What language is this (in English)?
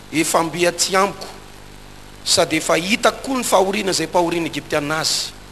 Malagasy